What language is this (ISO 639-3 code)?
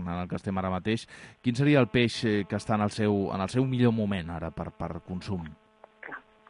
cat